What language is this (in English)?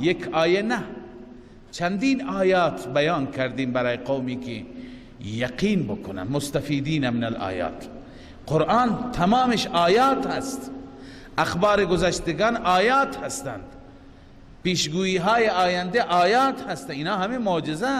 Persian